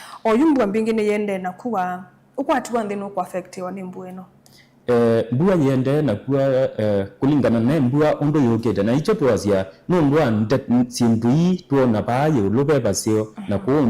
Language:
Kamba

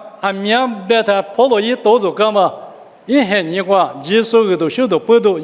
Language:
Lisu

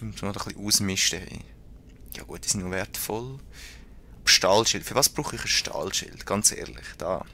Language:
Swiss German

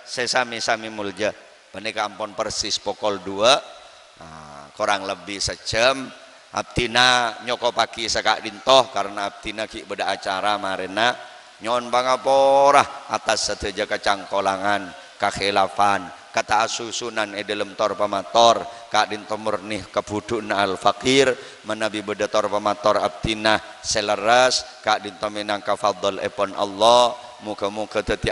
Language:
Madurese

